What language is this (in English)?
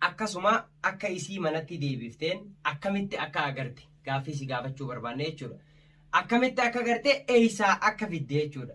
Oromo